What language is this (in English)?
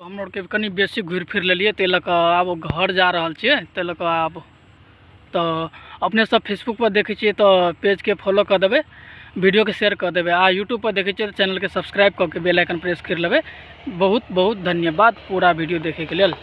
Maithili